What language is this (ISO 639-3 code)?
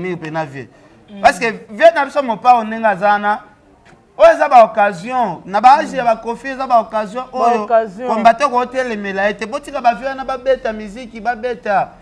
lin